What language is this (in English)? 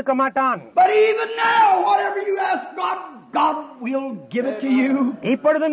Tamil